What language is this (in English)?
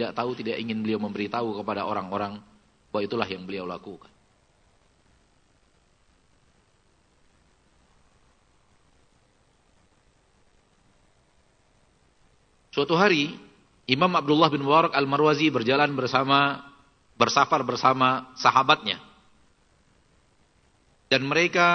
Indonesian